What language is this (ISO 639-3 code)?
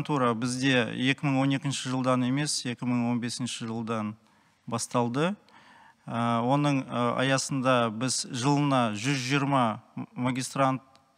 kaz